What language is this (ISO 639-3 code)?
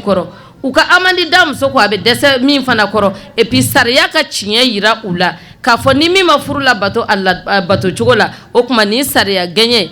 bam